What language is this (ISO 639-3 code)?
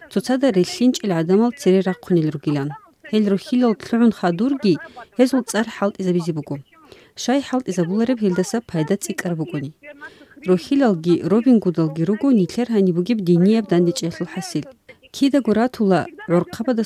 ava